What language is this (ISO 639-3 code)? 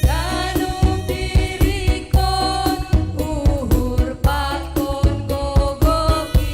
bts